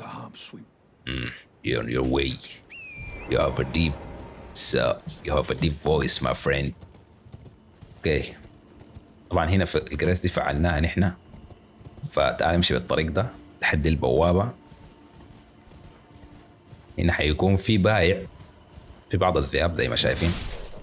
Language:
Sudanese Arabic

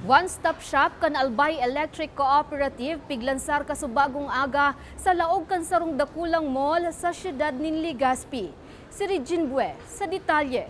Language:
Bikol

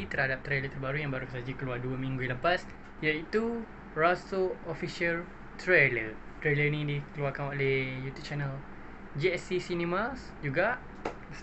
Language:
Malay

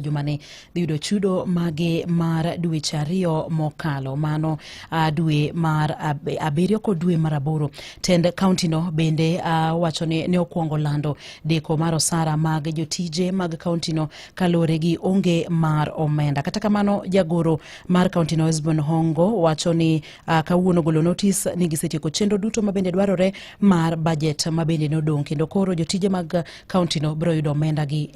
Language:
Luo (Kenya and Tanzania)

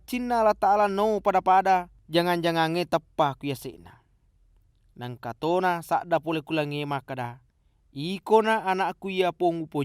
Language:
Buginese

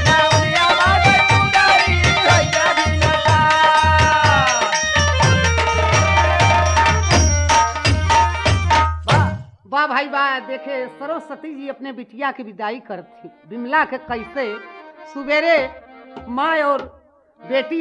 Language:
Bhojpuri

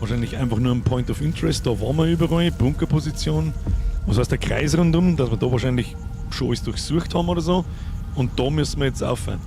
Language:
Bavarian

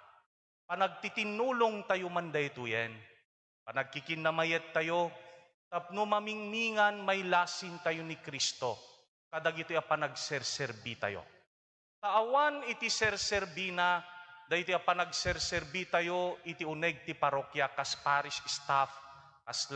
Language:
Iloko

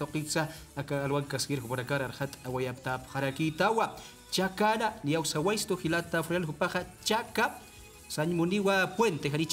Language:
Aymara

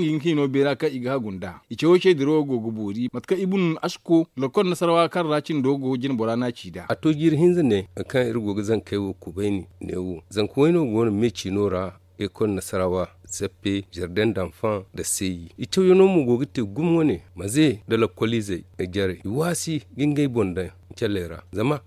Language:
Zarma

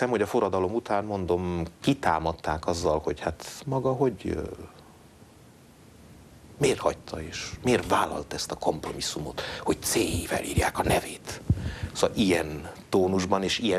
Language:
Hungarian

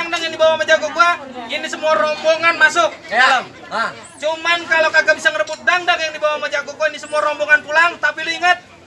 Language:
Betawi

